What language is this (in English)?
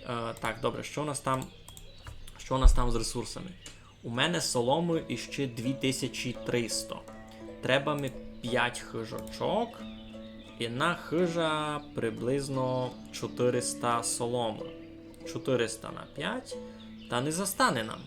Rusyn